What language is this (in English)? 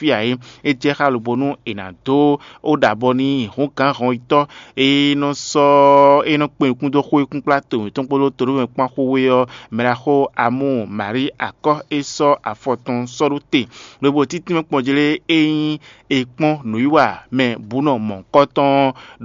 Fon